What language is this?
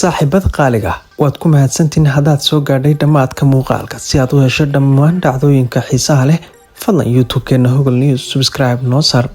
Somali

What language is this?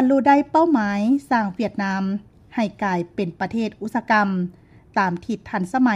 Lao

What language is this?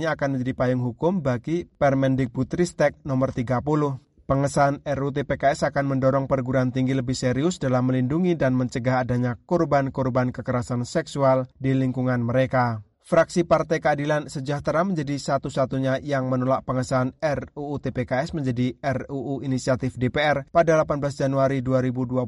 Indonesian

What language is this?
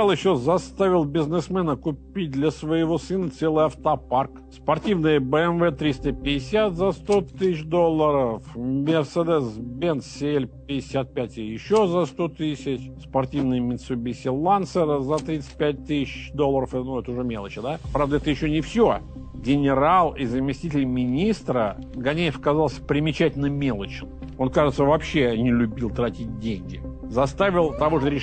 Russian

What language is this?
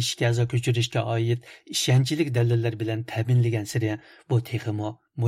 Uyghur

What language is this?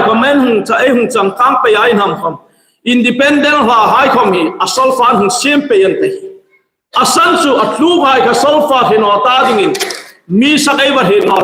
Hmar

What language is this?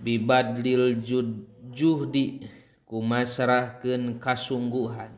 Sundanese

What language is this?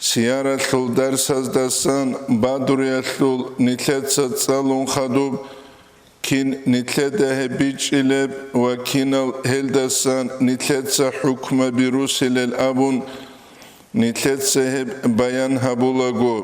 Avaric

